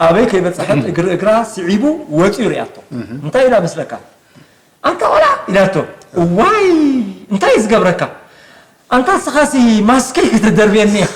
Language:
Tigrinya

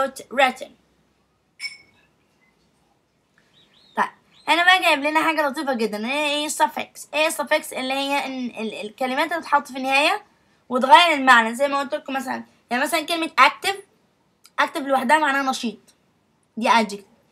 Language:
Egyptian Arabic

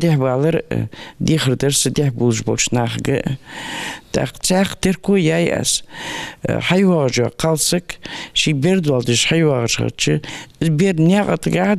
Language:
Ingush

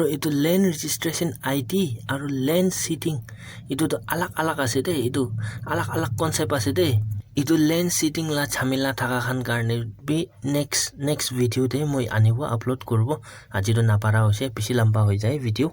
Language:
Naga Pidgin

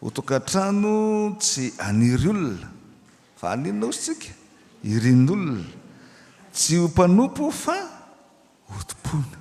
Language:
Malagasy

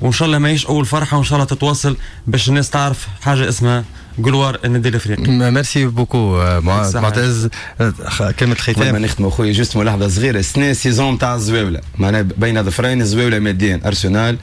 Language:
Tunisian Arabic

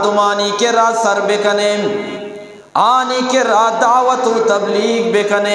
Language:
Eastern Balochi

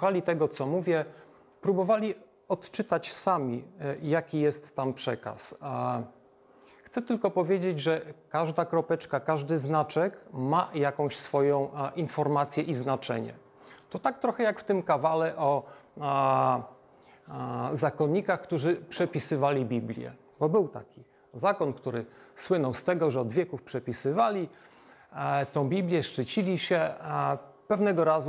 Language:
Polish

